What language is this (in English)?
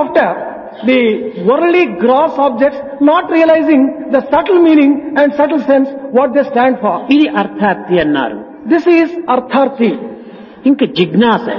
Telugu